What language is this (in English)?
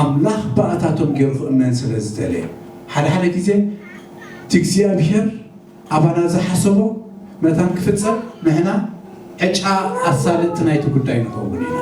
Tigrinya